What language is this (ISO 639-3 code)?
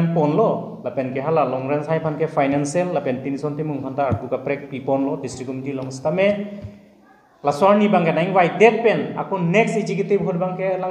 mjw